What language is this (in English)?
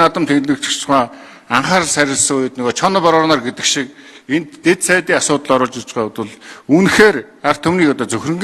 Mongolian